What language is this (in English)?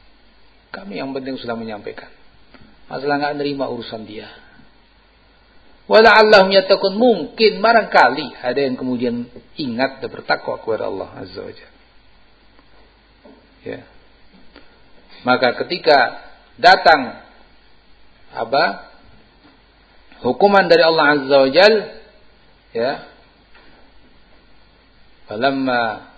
Indonesian